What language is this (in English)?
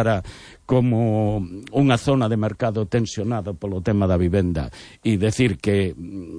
Galician